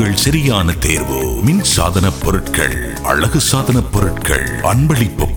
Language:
Tamil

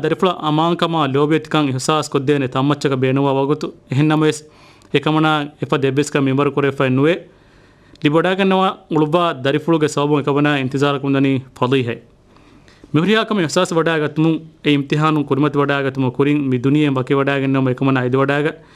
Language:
Divehi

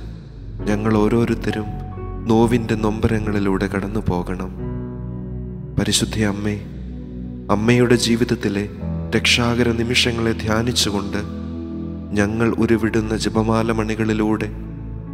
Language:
Malayalam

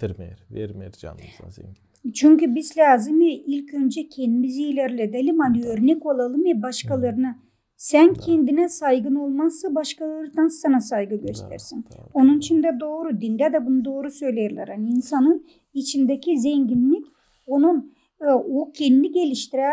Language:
Gagauz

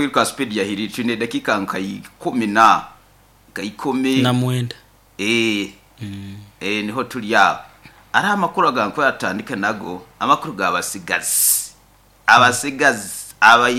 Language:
Nyoro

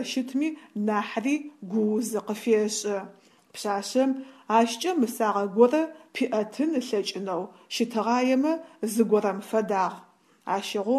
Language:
Adyghe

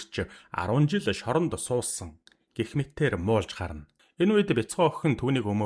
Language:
Mongolian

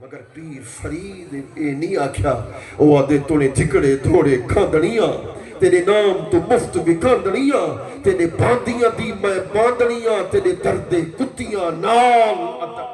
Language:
Saraiki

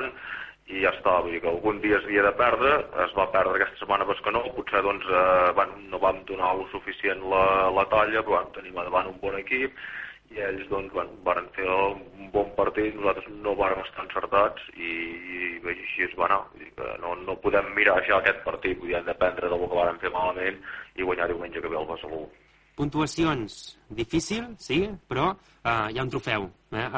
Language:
Catalan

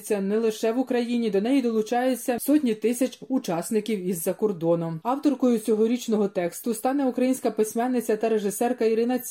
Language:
Ukrainian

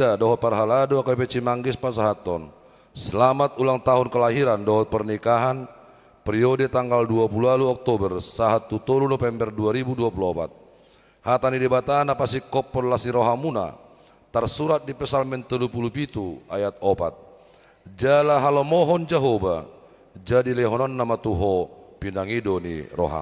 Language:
Batak Toba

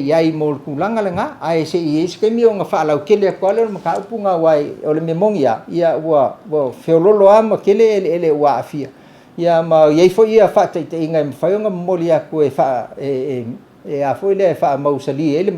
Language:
Samoan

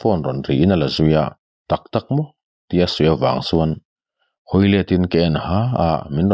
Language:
Mizo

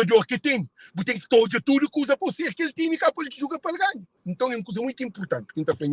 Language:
Kabuverdianu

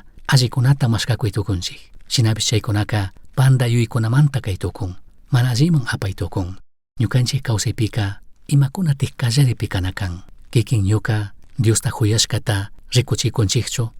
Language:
Chimborazo Highland Quichua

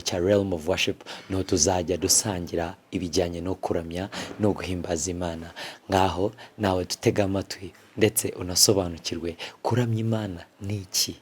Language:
Kinyarwanda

